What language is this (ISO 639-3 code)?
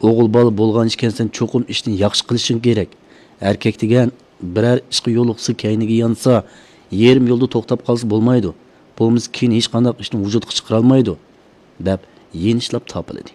uig